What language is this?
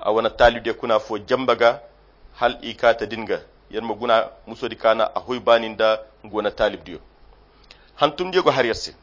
Koyra Chiini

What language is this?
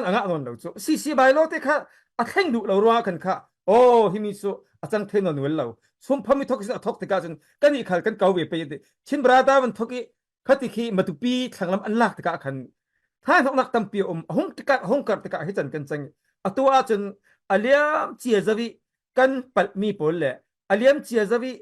Falam Chin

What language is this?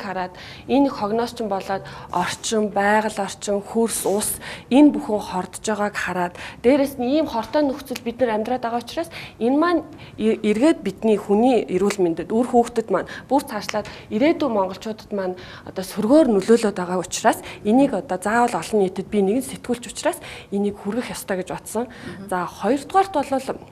Mongolian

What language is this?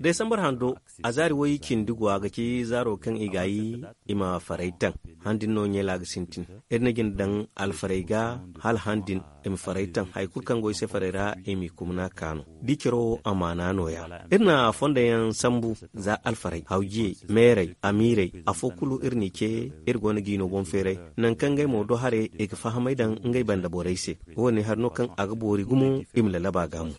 Zarma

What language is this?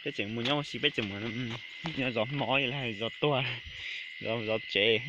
Hmong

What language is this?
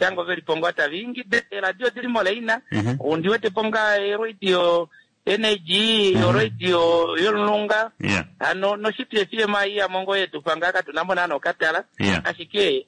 Kuanyama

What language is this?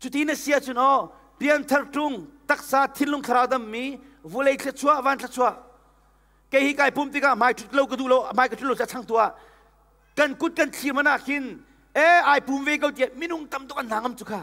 Hakha Chin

